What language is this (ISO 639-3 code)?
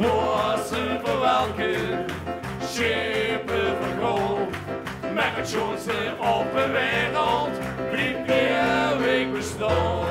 lim